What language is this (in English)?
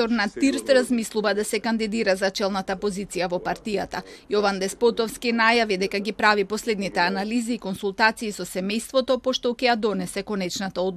Macedonian